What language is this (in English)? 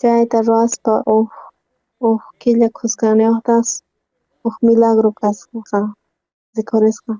South Bolivian Quechua